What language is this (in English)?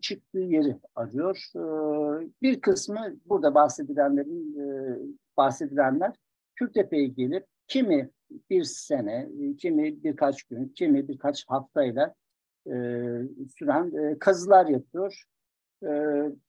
Turkish